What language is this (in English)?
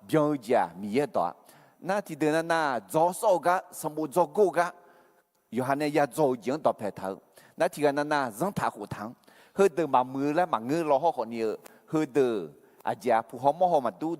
Akha